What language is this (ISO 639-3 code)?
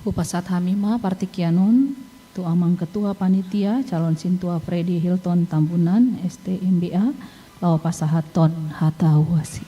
bbc